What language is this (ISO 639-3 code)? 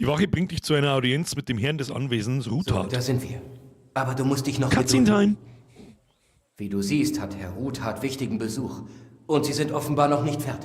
bar